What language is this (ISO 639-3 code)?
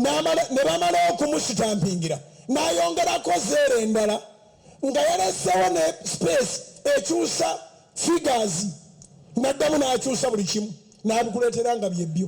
lug